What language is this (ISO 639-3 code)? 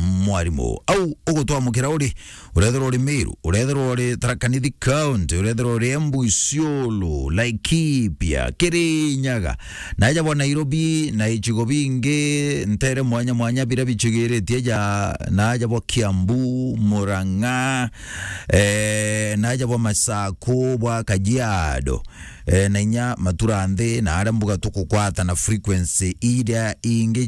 mer